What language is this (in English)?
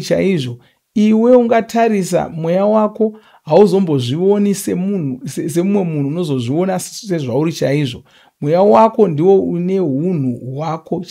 Shona